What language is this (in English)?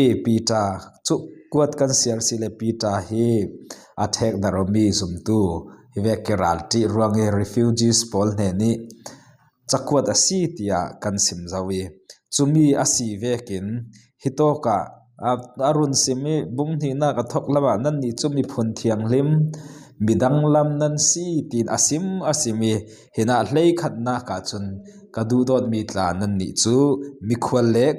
Falam Chin